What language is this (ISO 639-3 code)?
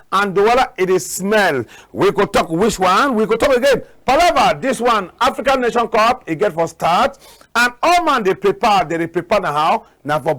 wes